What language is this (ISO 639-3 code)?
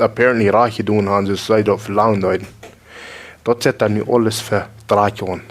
pdt